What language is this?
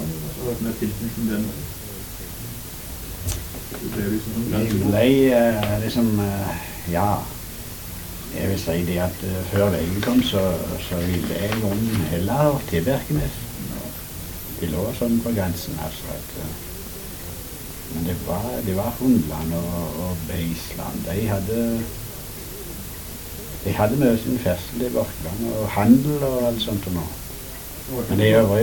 Norwegian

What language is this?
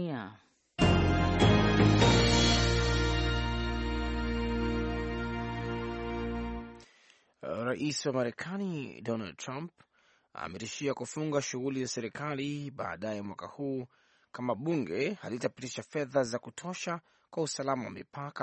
Swahili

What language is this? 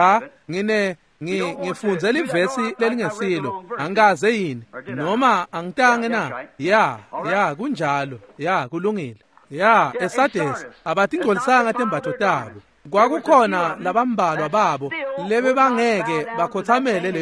Swati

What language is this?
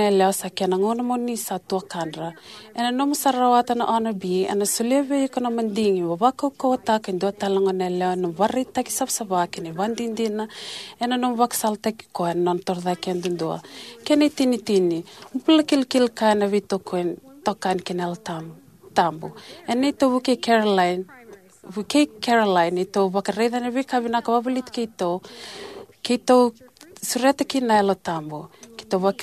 Fijian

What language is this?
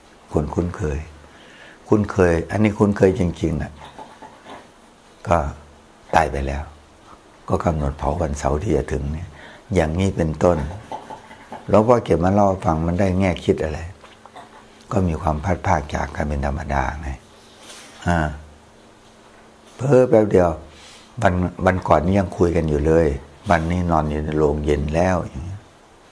Thai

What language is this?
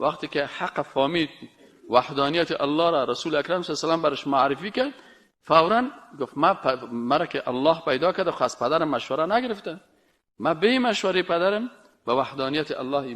Persian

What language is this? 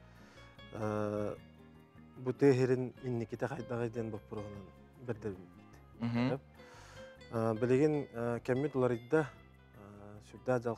Yakut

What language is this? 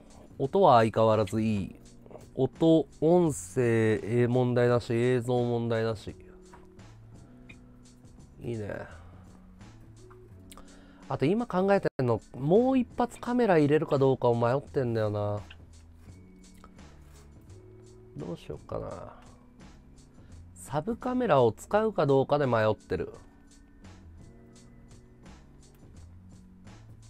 Japanese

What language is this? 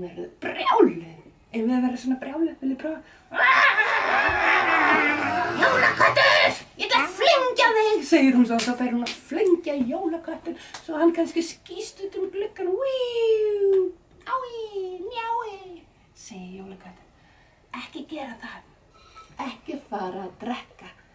Icelandic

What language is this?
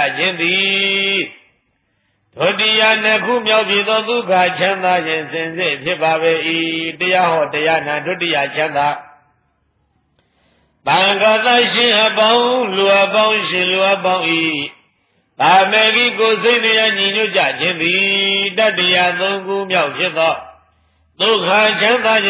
Burmese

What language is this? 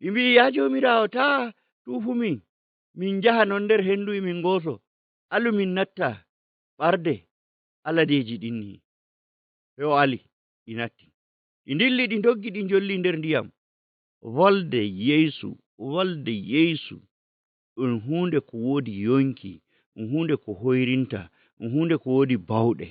Fula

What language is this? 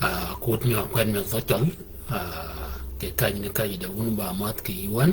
Shilluk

